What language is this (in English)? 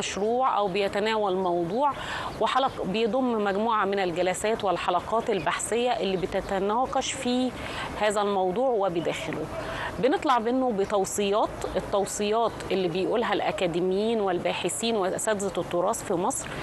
Egyptian Arabic